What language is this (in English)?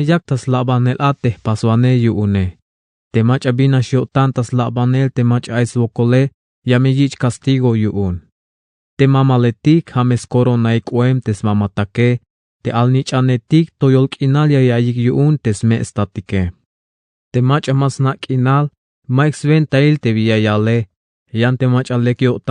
Tzeltal